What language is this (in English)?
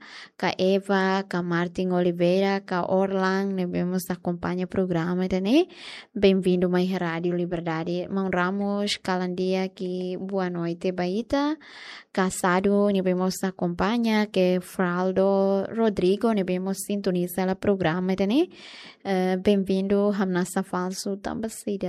Tetum